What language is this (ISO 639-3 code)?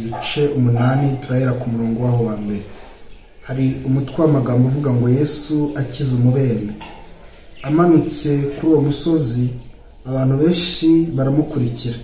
kin